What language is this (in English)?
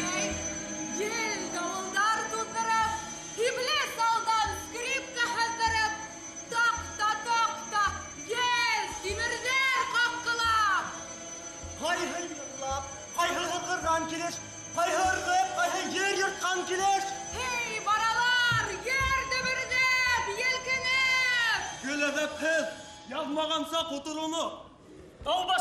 Bashkir